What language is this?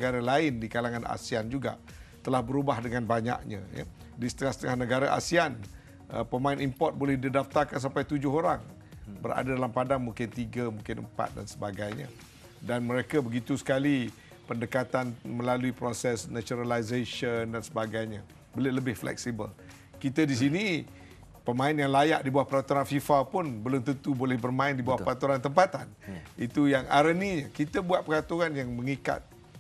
Malay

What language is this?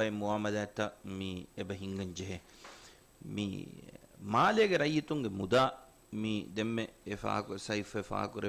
Divehi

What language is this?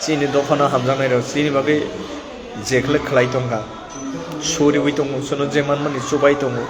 Kok Borok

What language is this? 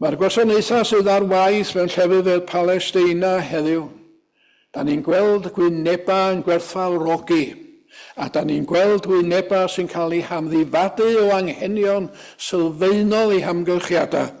Welsh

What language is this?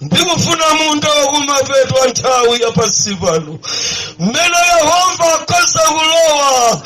Nyanja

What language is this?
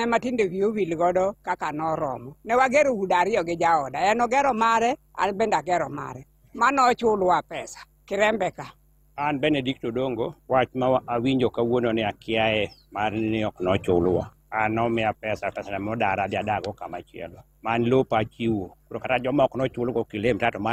Luo (Kenya and Tanzania)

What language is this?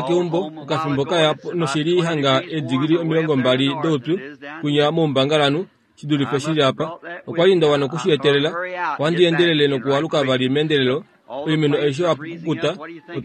Kuanyama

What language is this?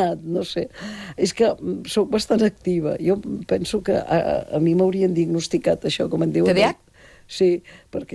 Catalan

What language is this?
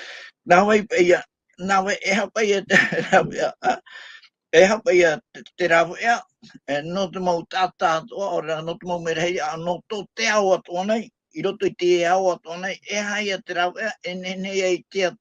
Tahitian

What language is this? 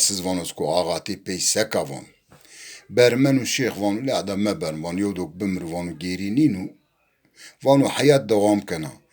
Zaza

